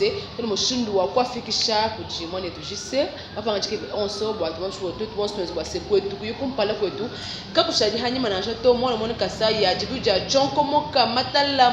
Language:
Luba-Lulua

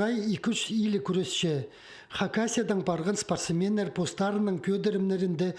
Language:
Khakas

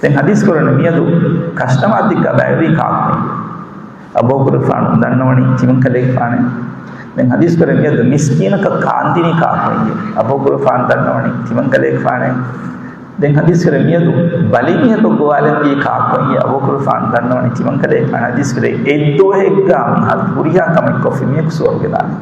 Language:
Divehi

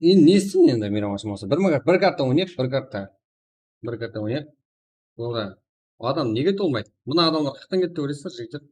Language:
Kara-Kalpak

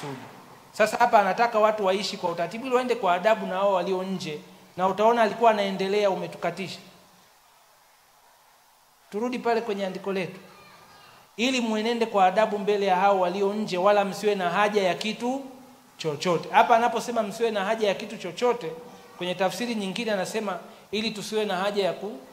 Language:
Swahili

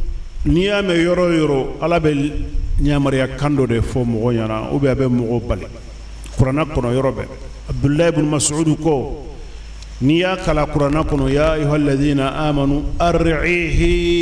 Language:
Bambara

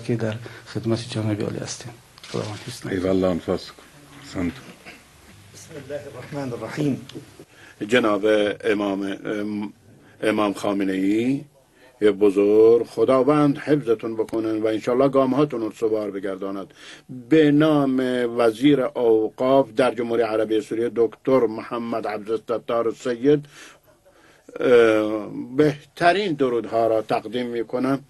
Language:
Persian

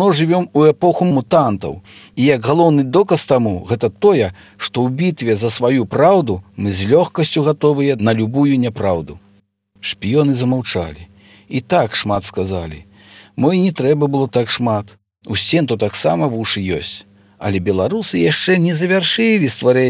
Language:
Belarusian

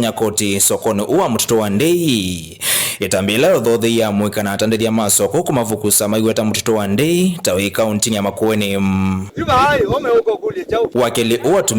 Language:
Kamba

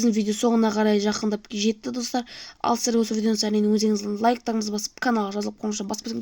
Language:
Kazakh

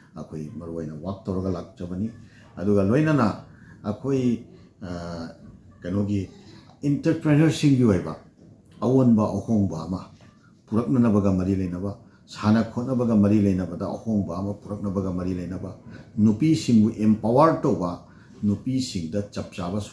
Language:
Manipuri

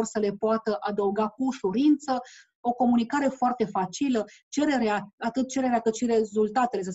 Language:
Romanian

